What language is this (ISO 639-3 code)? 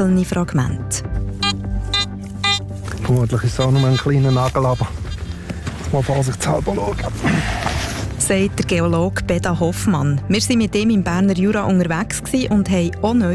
deu